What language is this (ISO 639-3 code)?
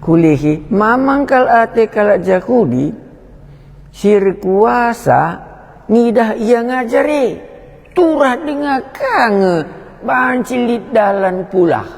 btx